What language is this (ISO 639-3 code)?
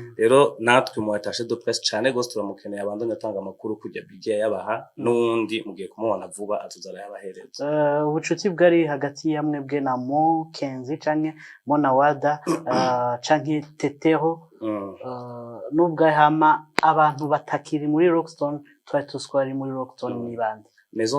run